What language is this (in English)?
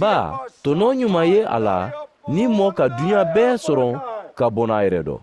Mandingo